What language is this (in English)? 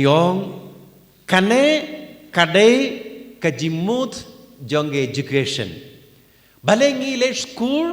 Khasi